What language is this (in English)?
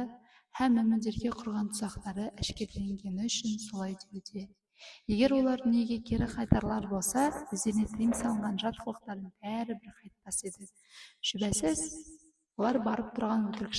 Kazakh